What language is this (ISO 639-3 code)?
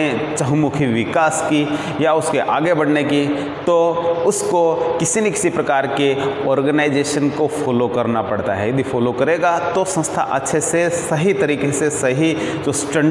hin